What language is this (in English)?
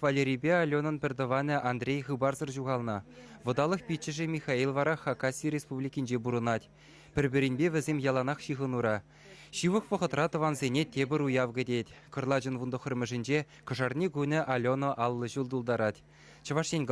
Chuvash